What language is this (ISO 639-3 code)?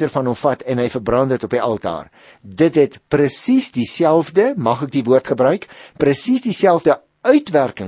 afr